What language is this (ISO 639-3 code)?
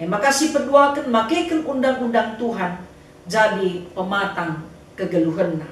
btx